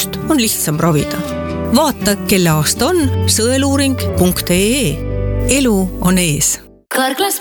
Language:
Estonian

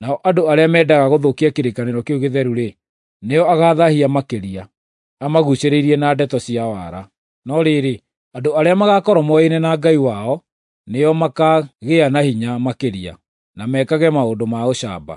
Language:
Kikuyu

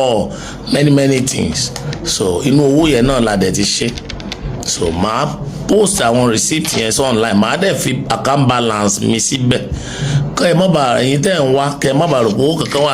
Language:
Yoruba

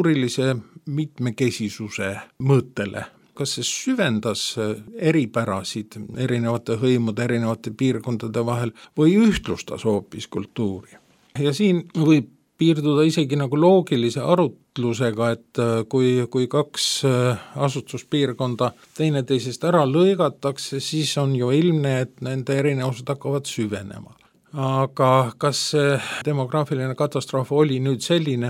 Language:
Estonian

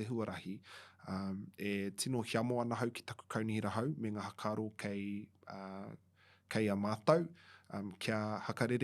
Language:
Māori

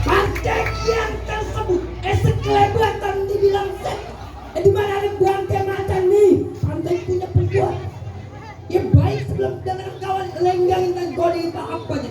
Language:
Betawi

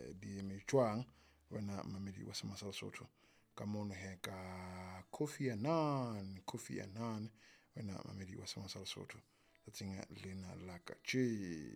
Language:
Southern Sotho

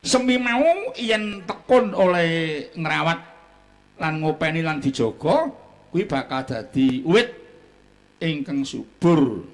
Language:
Javanese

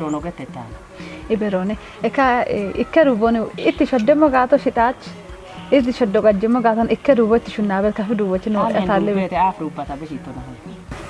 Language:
Kafa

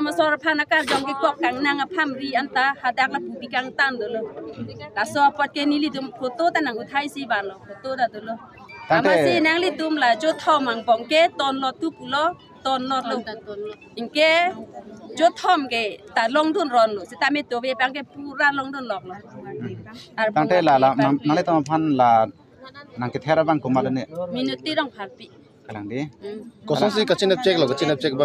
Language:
Karbi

